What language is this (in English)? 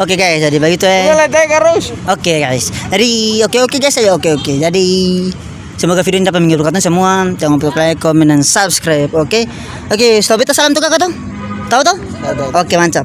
Ambonese Malay